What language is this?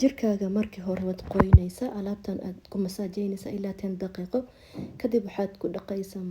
Somali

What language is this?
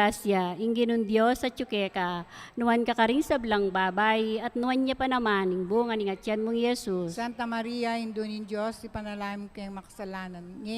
Pampanga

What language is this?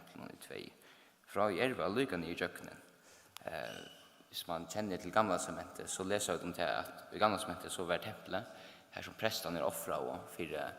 Faroese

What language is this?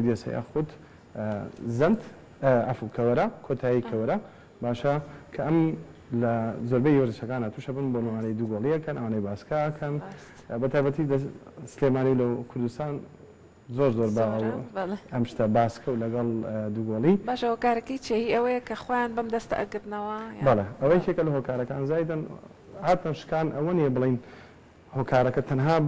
Central Kurdish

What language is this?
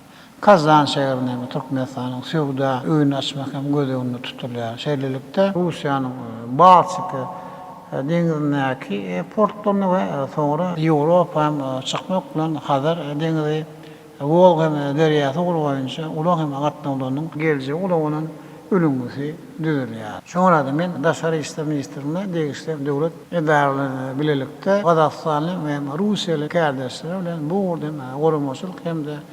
Turkmen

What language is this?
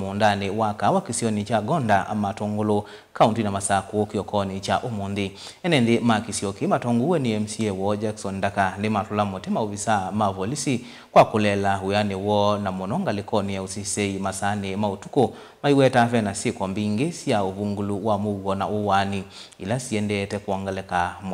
Kamba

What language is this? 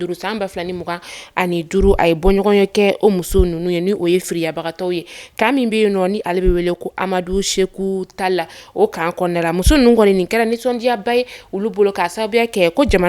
Bambara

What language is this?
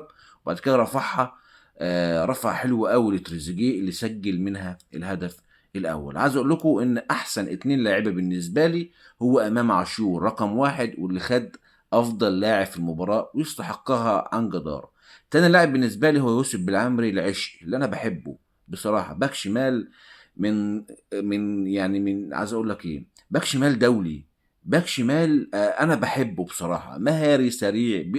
Egyptian Arabic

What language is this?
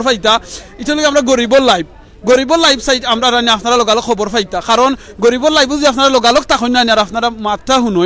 Sylheti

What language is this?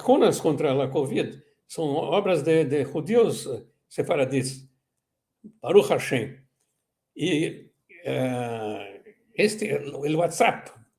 Ladino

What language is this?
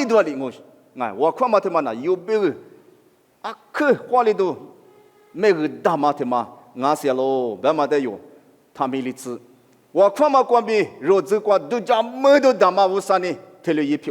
Lisu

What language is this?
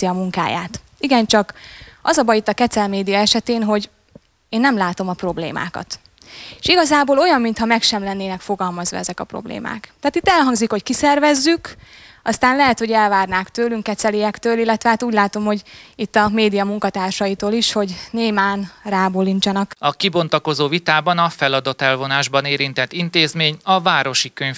Hungarian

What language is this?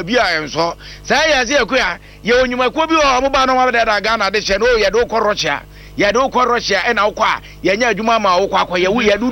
Akan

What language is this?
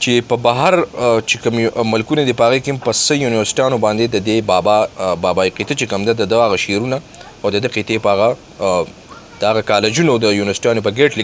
Pashto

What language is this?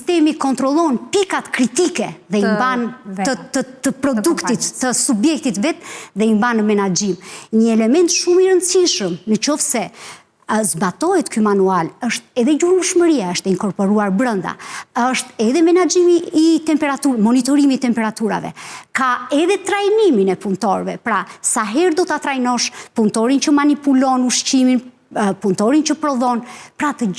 Albanian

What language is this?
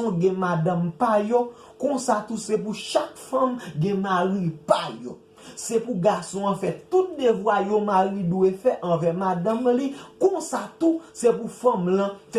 Haitian Creole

